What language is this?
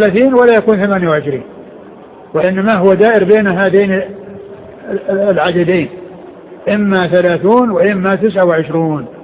Arabic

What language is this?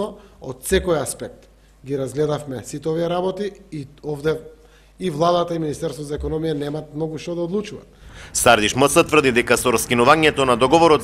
Macedonian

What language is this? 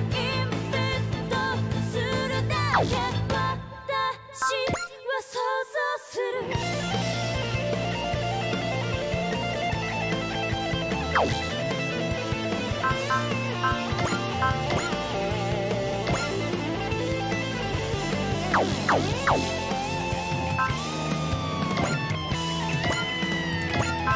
Japanese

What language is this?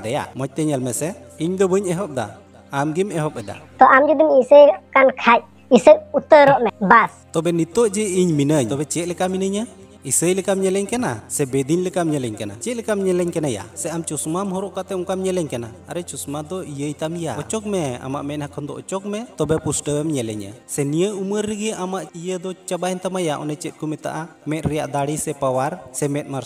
Santali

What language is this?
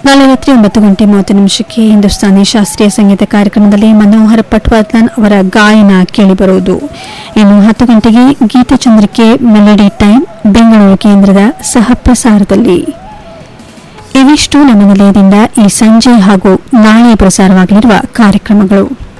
Kannada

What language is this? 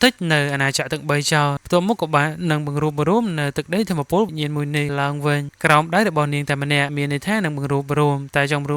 Khmer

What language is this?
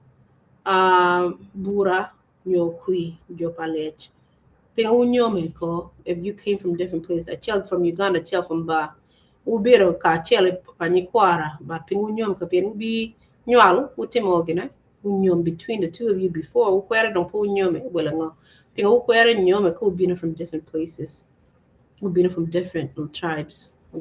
Acoli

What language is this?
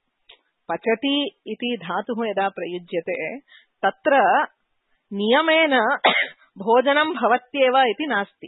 Sanskrit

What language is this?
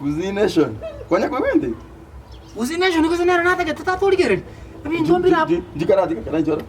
Gusii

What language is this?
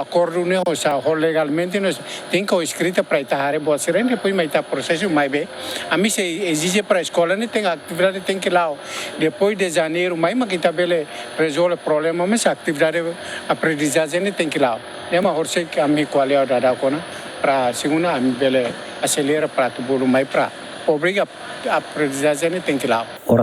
Tetum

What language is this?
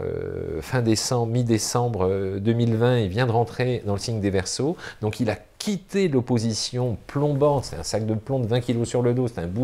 French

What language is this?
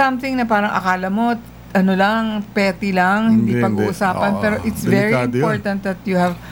Filipino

